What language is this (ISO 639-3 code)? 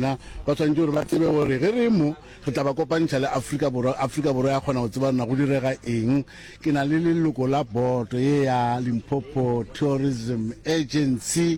nso